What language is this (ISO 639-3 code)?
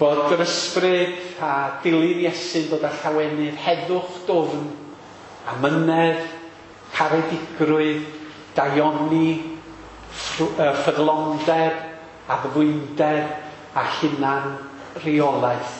cym